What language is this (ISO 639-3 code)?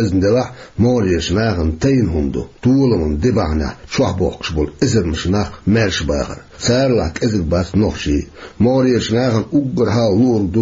che